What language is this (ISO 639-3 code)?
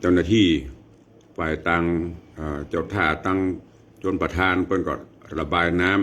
nod